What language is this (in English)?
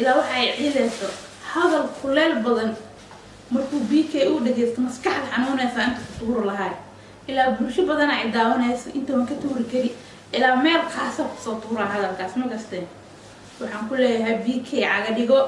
Somali